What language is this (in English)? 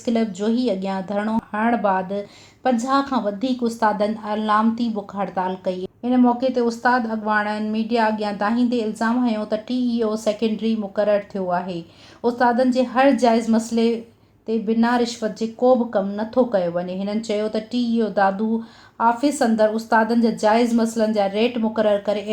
Sindhi